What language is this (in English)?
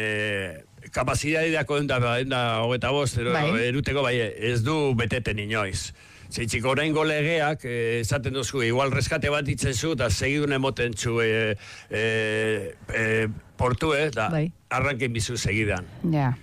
Basque